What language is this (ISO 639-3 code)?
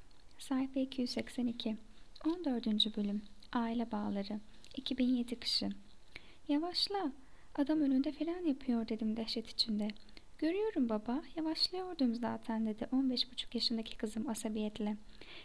tur